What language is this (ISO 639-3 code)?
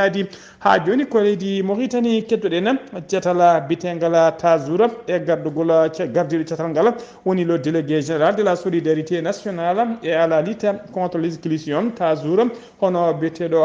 ful